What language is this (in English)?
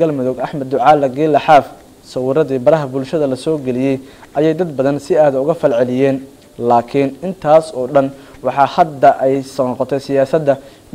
Somali